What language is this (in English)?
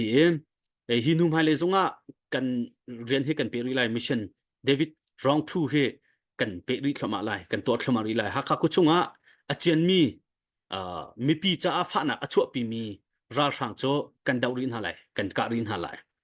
Hakha Chin